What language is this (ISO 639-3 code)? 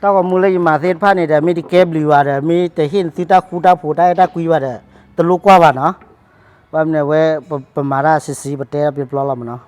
ksw